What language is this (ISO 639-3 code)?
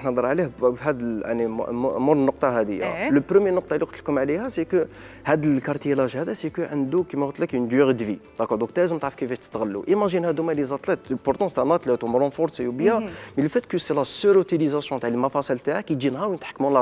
arq